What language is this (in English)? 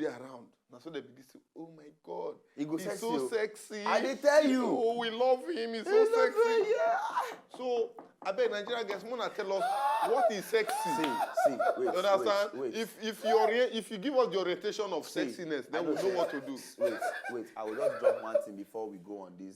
Nigerian Pidgin